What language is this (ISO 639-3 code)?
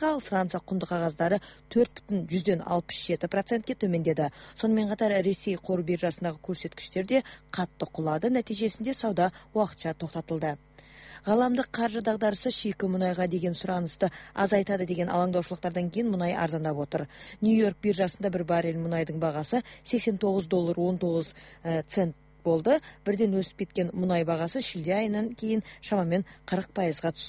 kaz